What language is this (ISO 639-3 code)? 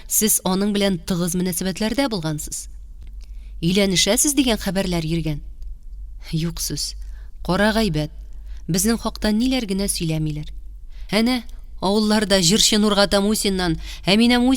tat